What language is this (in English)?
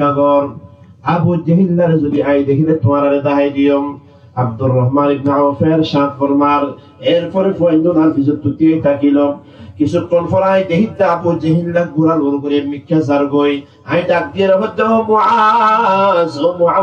Rohingya